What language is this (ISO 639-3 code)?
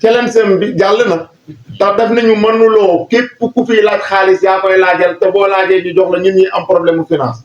wol